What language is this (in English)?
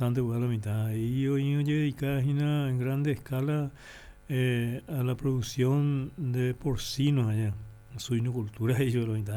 Guarani